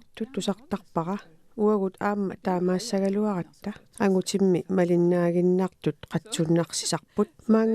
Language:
Kalaallisut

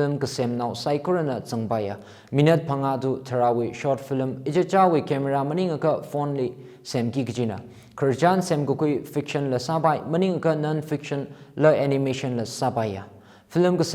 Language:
Tangkhul Naga (India)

